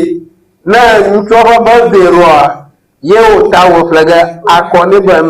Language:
Ewe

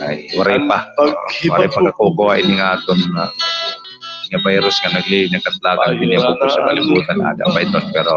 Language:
Waray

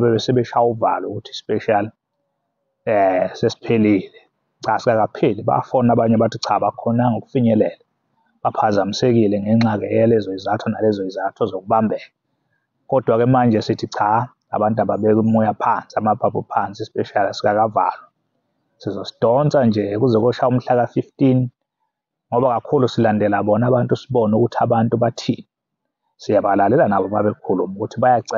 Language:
Zulu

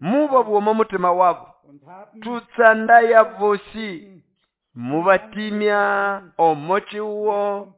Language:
Nande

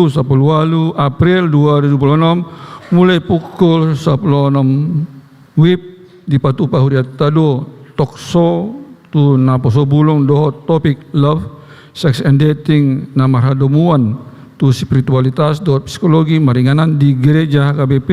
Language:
Batak Toba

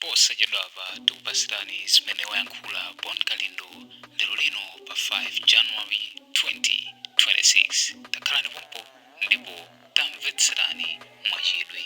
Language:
Nyanja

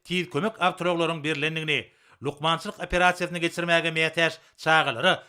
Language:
Turkmen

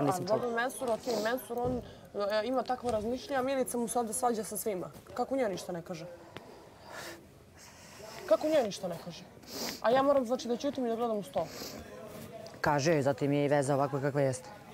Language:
Bosnian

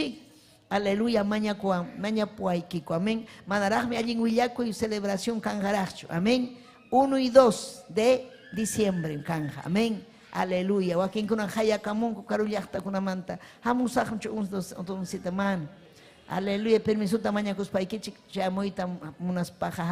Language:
Ayacucho Quechua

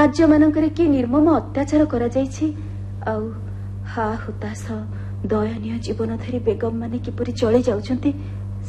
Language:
Odia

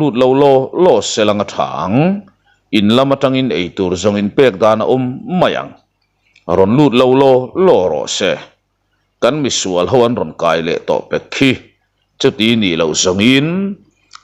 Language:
Mizo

